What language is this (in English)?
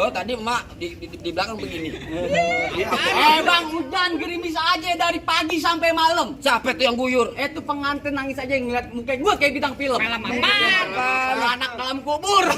Betawi